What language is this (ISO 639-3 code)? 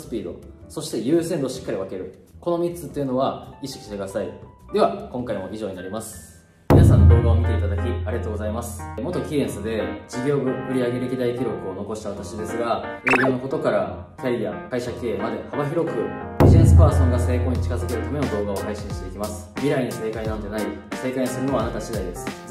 jpn